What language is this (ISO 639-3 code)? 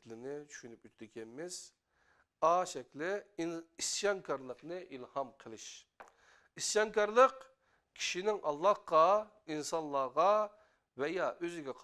uig